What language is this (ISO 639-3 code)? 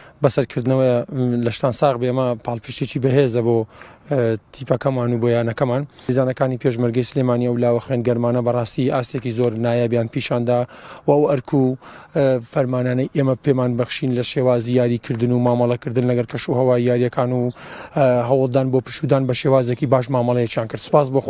ckb